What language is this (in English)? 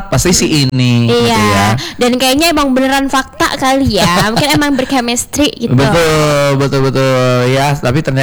Indonesian